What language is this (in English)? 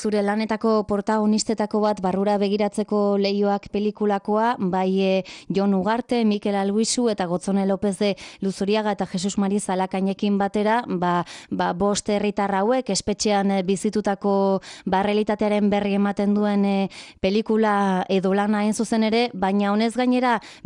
Basque